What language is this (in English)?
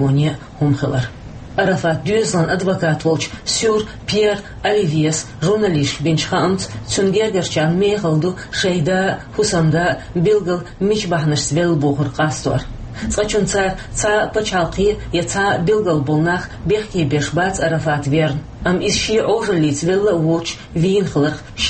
Chechen